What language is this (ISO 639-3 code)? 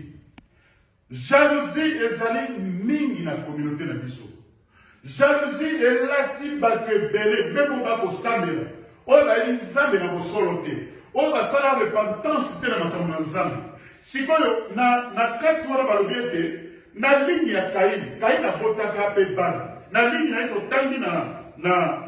lin